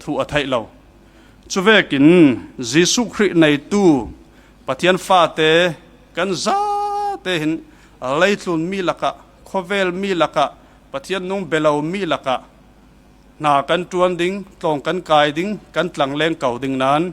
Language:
Falam Chin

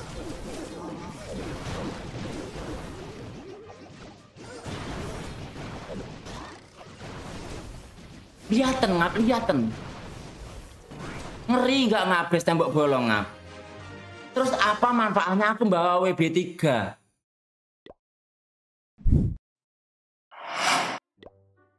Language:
Indonesian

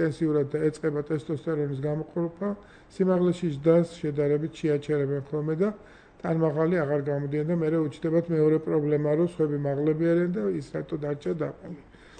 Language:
Georgian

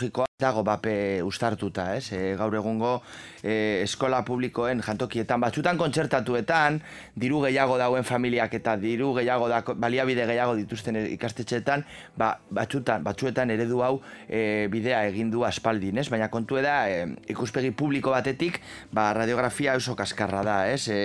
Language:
Basque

